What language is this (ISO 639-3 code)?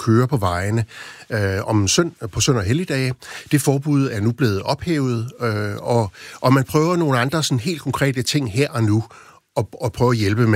dan